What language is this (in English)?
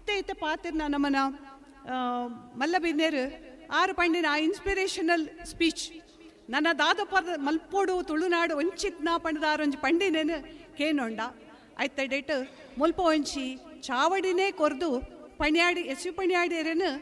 Tulu